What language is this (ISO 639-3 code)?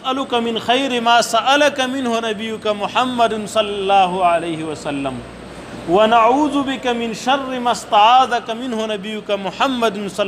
pus